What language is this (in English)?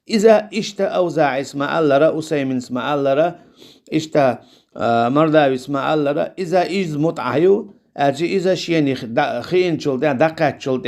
Chechen